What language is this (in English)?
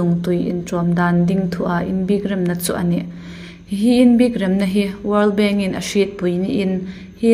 Hmar